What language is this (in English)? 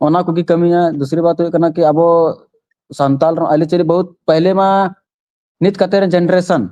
Santali